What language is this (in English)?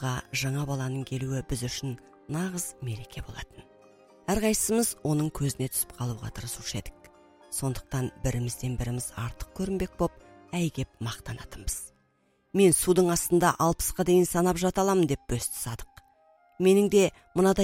Kazakh